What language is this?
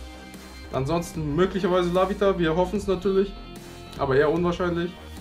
German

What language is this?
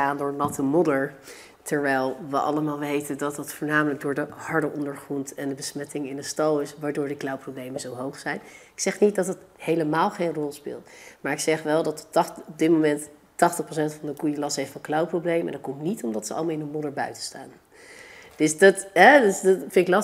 Dutch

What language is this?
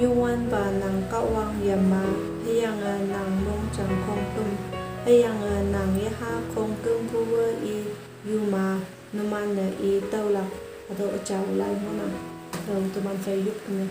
Konyak Naga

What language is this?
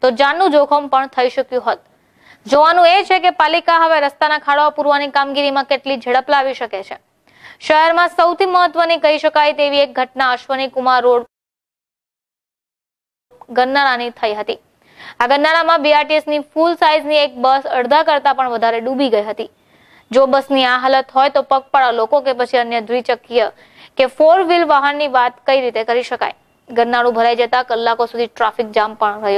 Gujarati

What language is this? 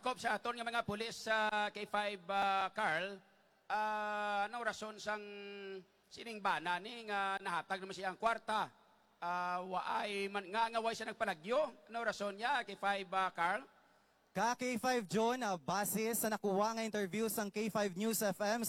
Hiligaynon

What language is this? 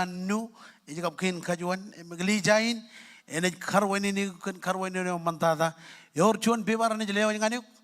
Marshallese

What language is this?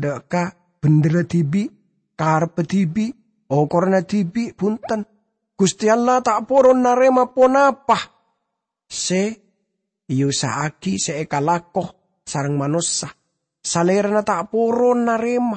Madurese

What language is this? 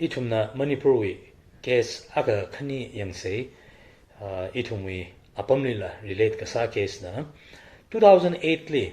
Tangkhul Naga (India)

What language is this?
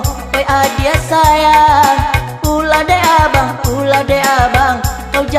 Minangkabau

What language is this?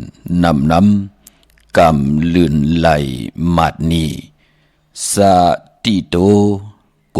Shan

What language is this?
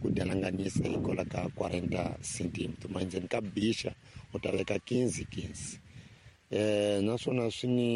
Tsonga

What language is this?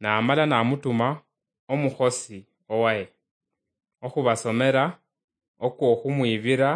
Luyia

